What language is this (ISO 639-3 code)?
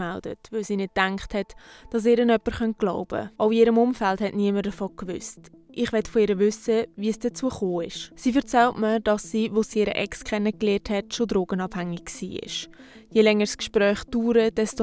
gsw